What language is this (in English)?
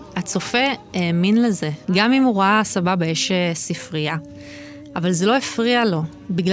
Hebrew